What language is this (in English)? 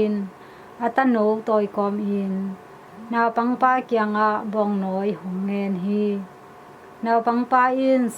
Tedim Chin